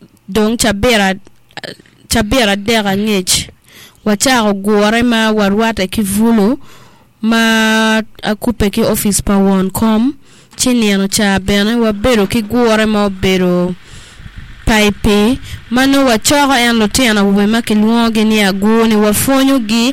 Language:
Acoli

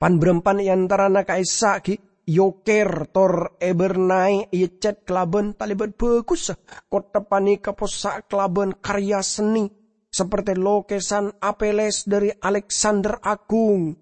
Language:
Madurese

